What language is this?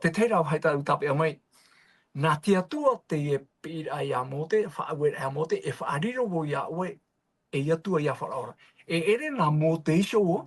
Tahitian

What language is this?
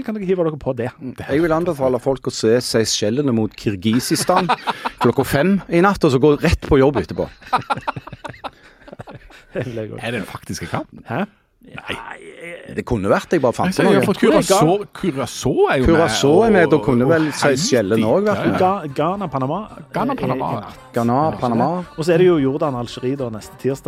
Norwegian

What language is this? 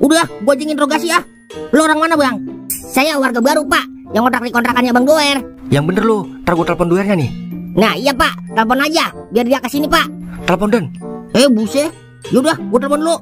Betawi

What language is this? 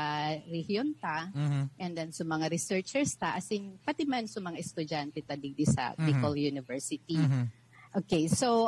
Bikol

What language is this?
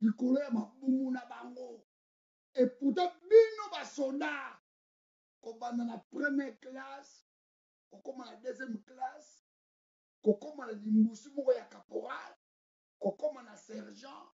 Lingala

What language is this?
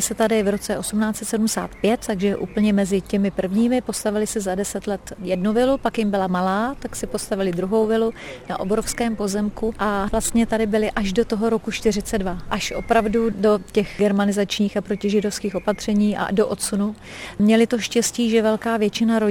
Czech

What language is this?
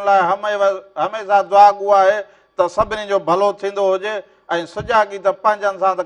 Sindhi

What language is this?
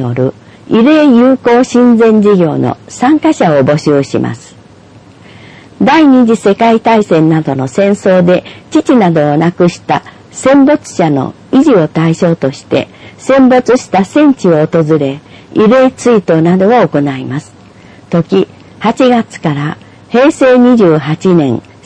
Japanese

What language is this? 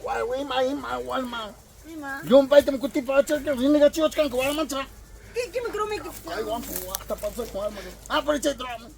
Ayacucho Quechua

